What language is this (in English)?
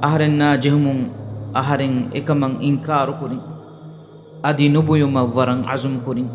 Divehi